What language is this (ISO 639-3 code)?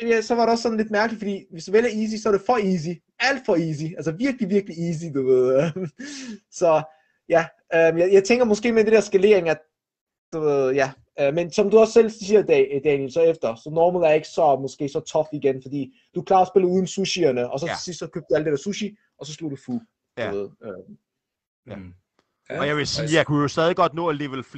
dan